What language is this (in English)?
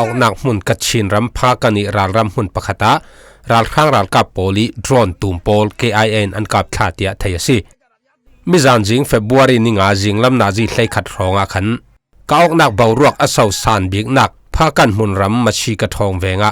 Falam Chin